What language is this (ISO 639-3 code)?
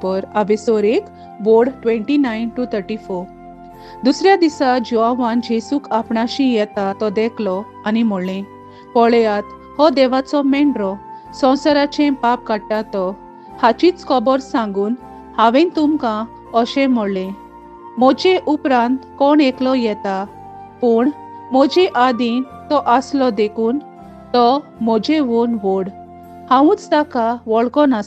kok